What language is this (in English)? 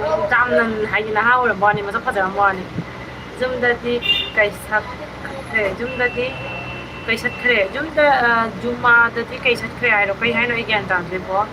Manipuri